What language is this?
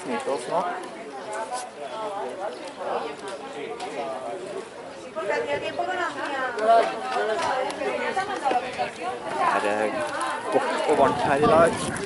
Norwegian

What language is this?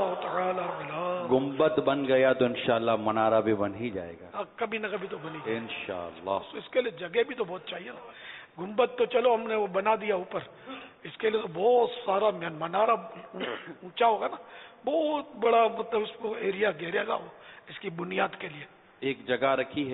Urdu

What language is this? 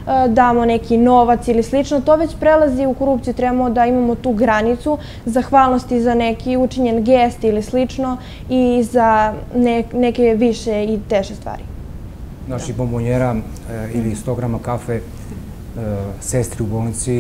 Serbian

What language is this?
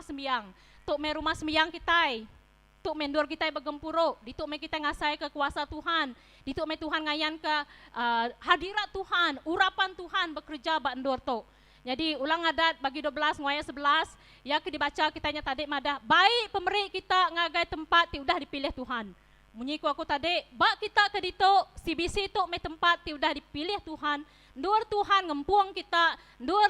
Iban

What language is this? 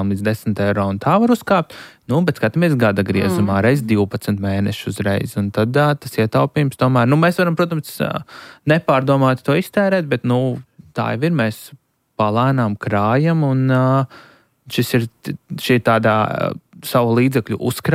Latvian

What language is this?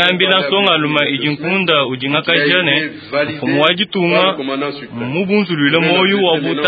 Luba-Lulua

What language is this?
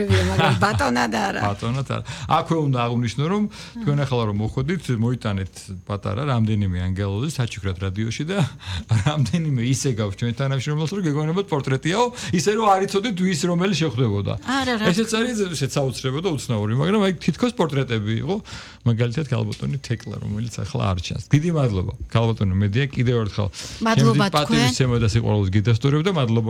Georgian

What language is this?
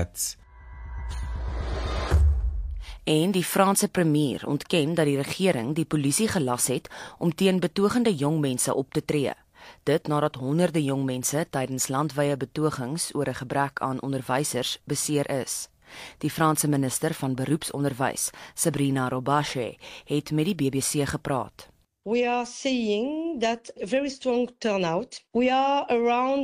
Afrikaans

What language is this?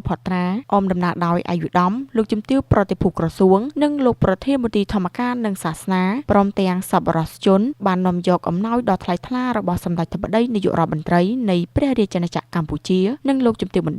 Khmer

